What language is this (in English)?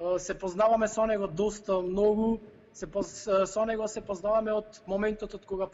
Macedonian